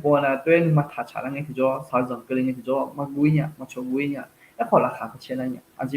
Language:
Akha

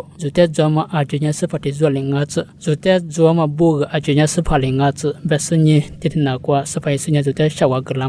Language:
Lisu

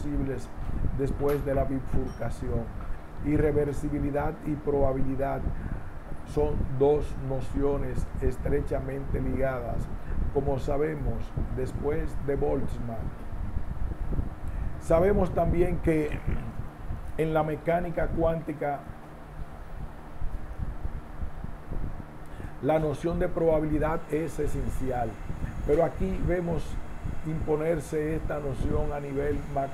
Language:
Spanish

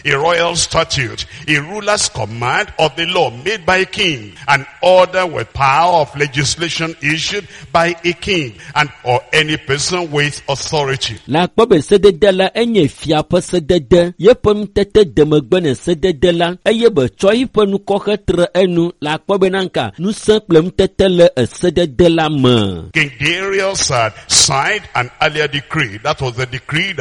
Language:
Ewe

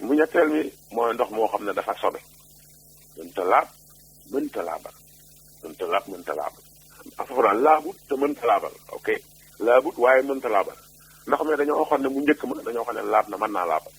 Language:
Wolof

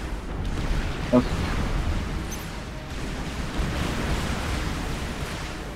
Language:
Russian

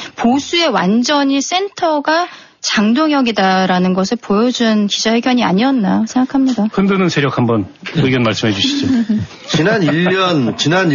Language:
Korean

